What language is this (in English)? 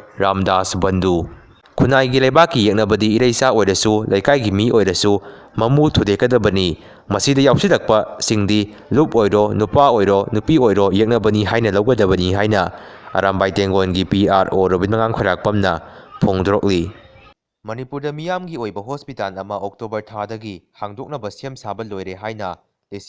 Manipuri